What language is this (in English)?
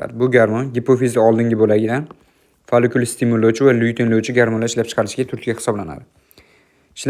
Uzbek